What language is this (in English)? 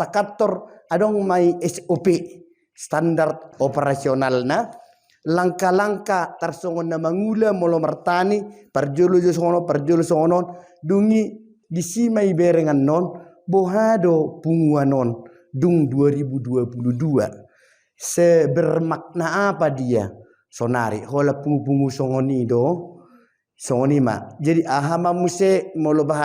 Batak Toba